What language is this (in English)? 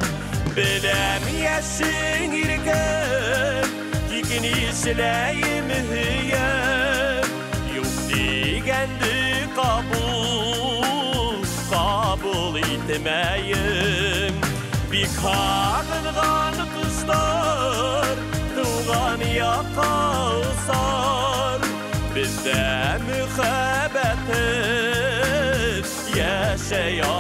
Bashkir